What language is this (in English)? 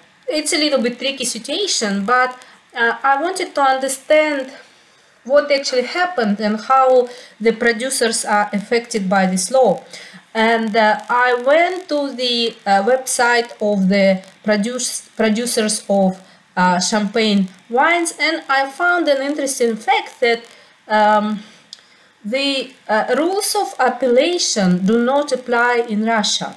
English